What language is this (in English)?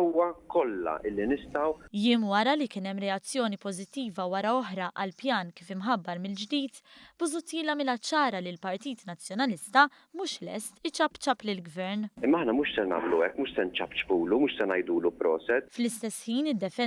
Maltese